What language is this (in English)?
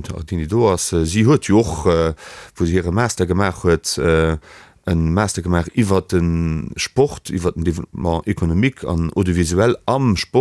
Luxembourgish